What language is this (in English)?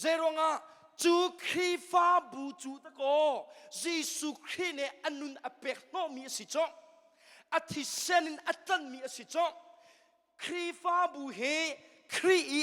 Hakha Chin